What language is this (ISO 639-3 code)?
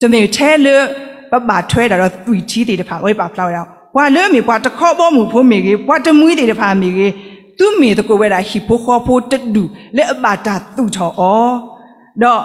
ksw